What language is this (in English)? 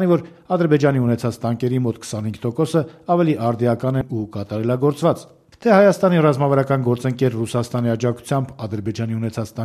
Armenian